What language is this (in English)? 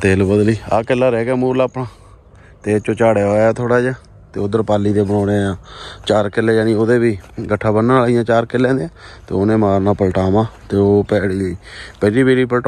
Punjabi